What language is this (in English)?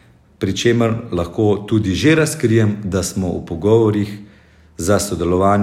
Slovenian